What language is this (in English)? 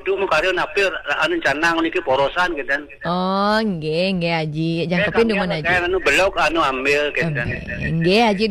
Balinese